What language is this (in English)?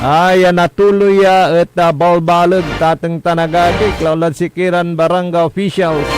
Pangasinan